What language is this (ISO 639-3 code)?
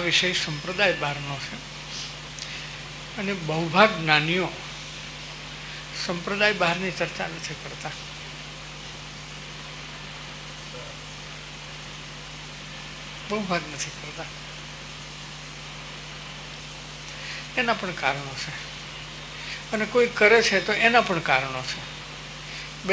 guj